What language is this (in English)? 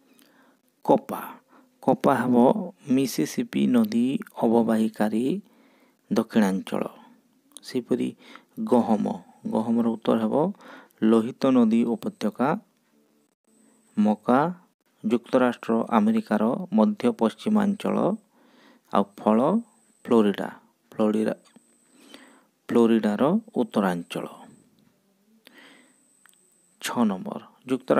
Odia